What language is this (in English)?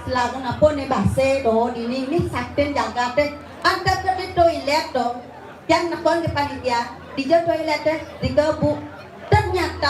Balinese